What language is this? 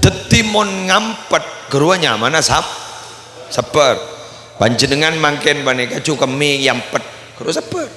Madurese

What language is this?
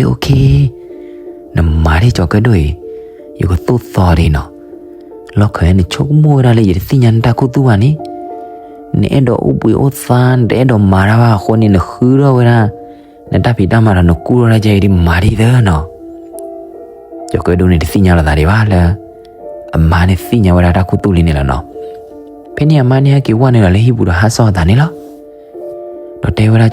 S'gaw Karen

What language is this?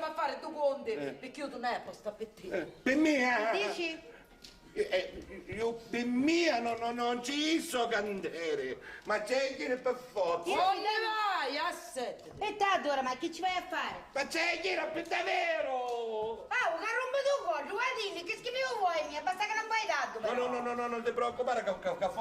Sicilian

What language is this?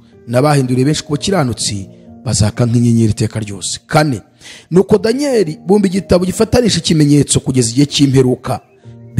Kinyarwanda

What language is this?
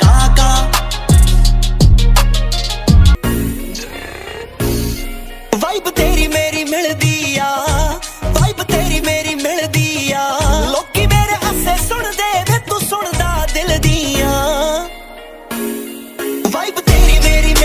Punjabi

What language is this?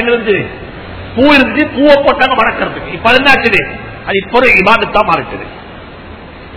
Tamil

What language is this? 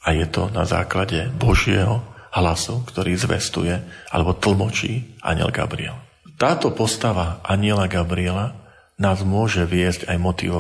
Slovak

